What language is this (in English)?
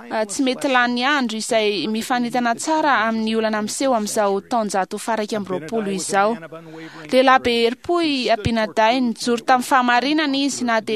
Malagasy